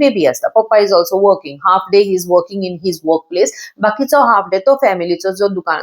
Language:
Konkani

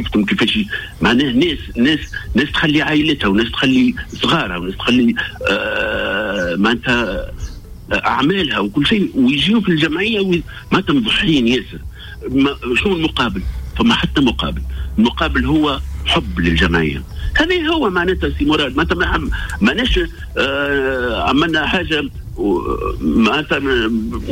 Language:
Tunisian Arabic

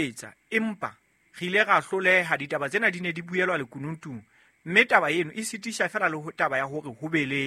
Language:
Southern Sotho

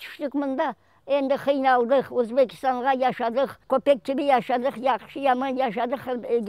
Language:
Crimean Tatar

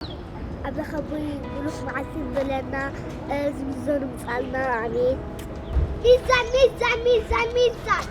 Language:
Tigrinya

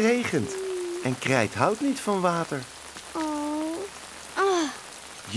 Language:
Dutch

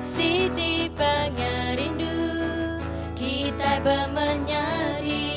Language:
Iban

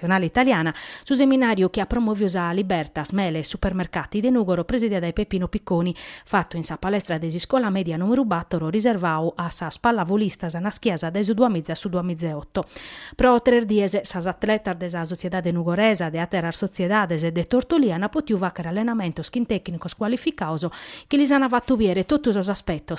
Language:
Sardinian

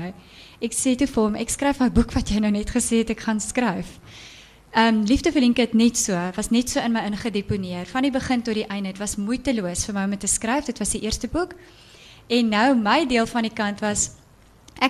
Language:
Afrikaans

